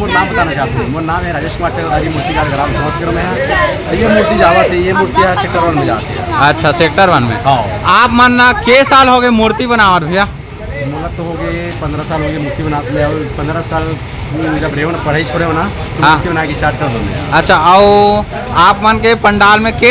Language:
Chhattisgarhi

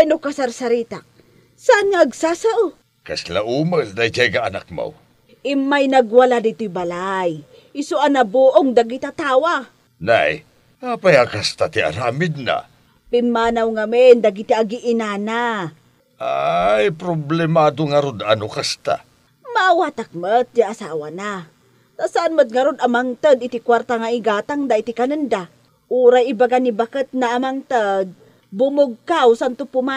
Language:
Iloko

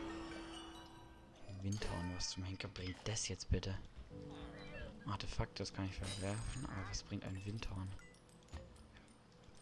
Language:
German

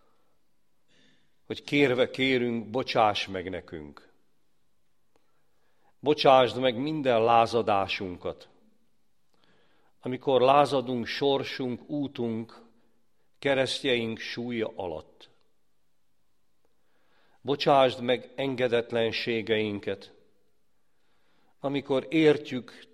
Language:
Hungarian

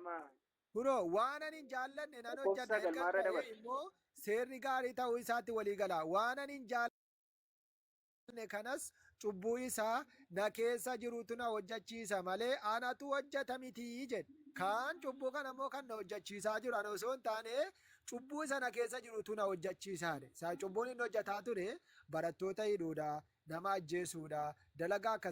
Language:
Oromo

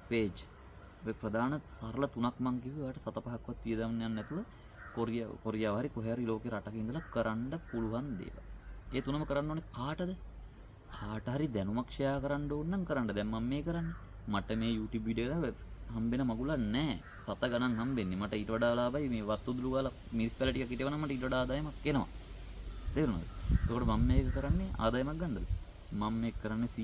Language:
Sinhala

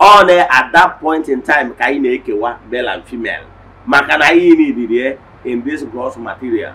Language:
Igbo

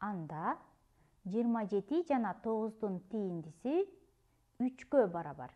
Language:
Kyrgyz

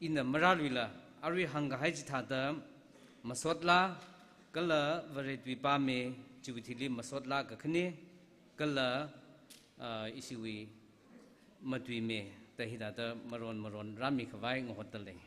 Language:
Tangkhul Naga (India)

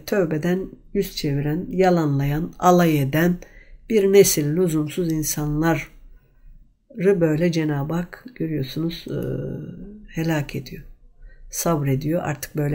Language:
Turkish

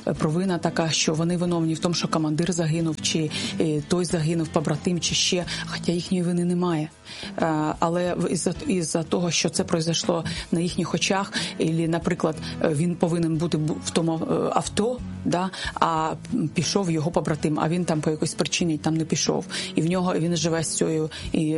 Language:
Ukrainian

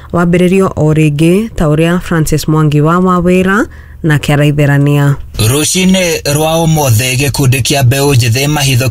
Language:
Kikuyu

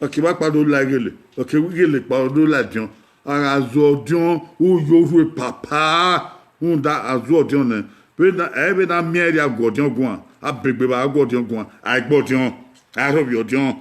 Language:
Bini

